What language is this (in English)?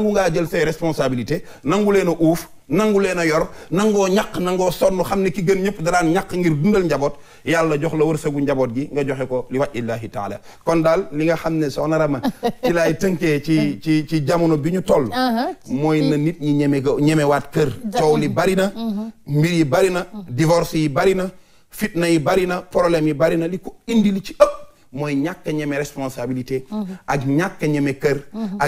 Wolof